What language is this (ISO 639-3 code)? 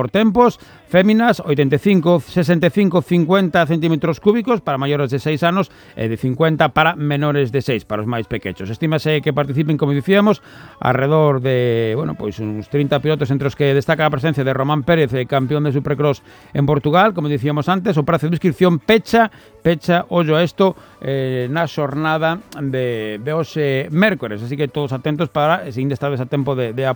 glg